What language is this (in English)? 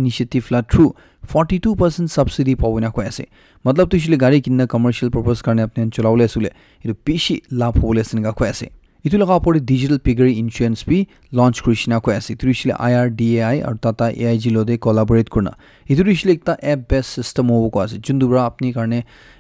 Naga Pidgin